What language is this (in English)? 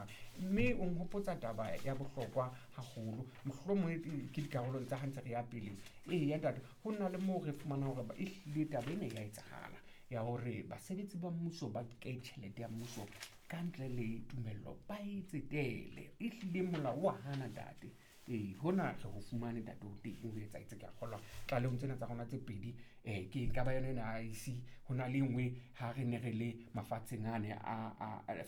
Southern Sotho